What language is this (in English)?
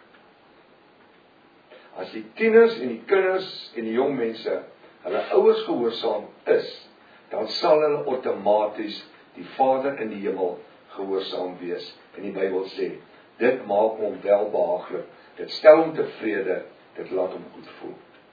Afrikaans